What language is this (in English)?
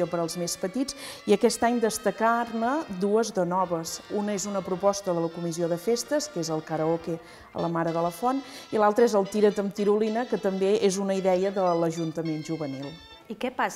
Catalan